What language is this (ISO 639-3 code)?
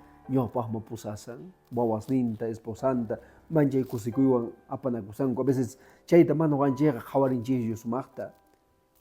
que